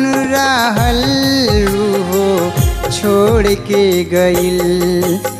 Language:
Bhojpuri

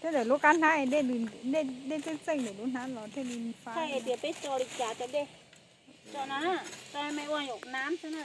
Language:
Hmong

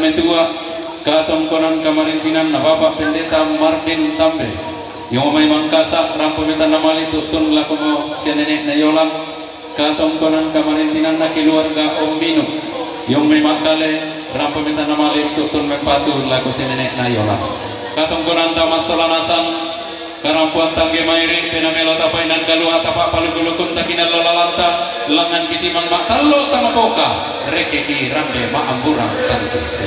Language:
Toraja-Sa'dan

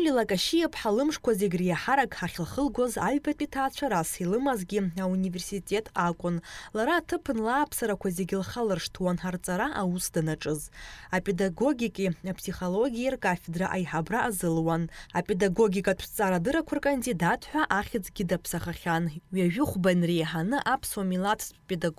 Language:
Abkhazian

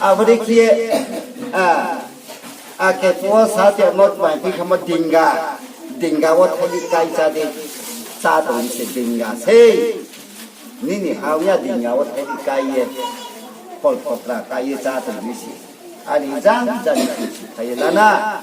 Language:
Riang (India)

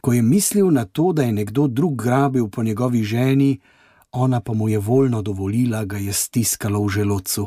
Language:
Slovenian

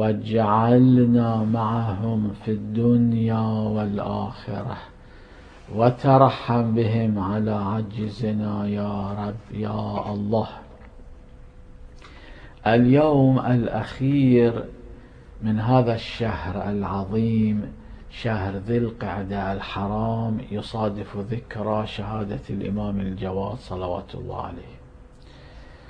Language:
Arabic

